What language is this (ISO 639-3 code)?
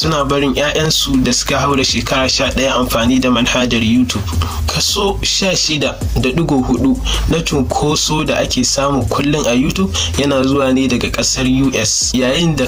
hau